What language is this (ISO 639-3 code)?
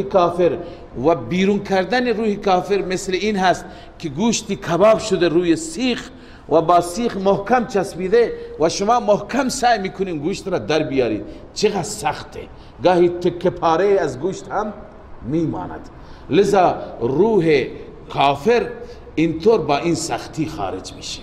fas